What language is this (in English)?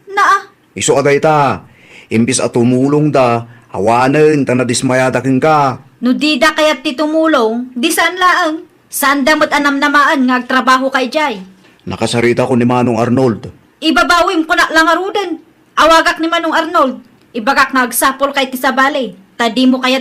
Iloko